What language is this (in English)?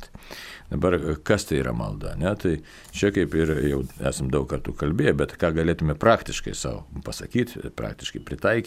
Lithuanian